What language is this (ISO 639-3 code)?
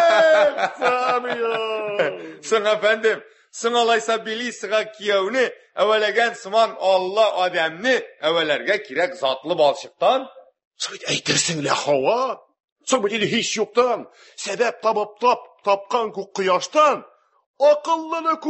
tat